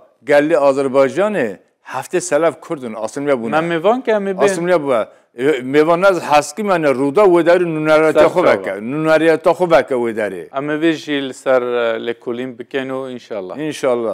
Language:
Kurdish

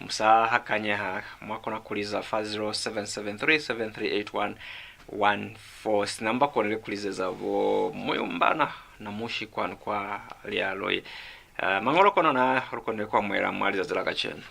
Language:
Lozi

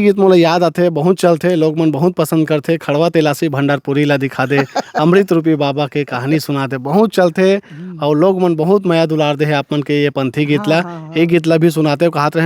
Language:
Chhattisgarhi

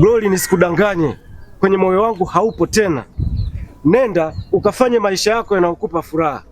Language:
Swahili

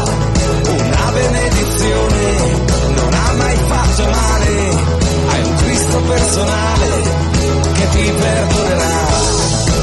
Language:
Italian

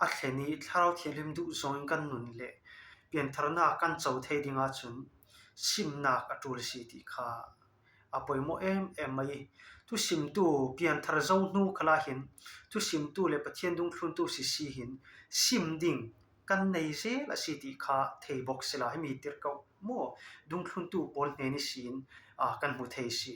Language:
Falam Chin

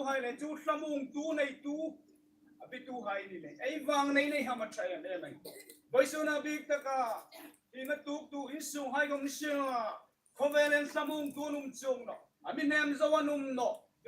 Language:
Hmar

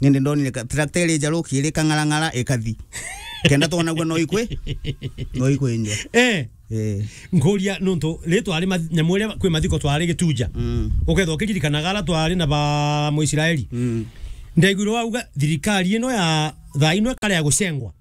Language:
Meru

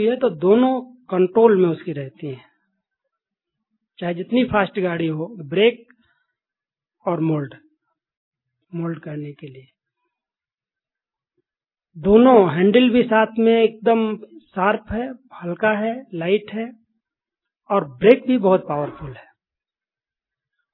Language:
Hindi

